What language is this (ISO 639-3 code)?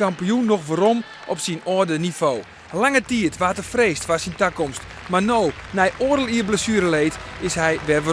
fry